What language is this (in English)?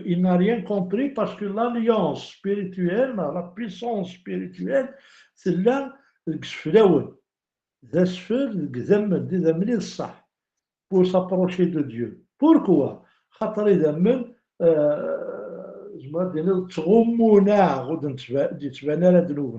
Kabyle